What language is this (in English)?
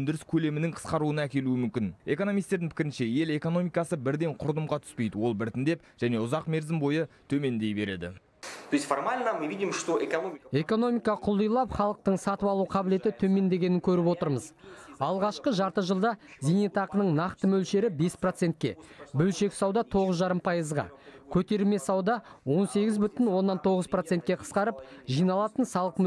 Kazakh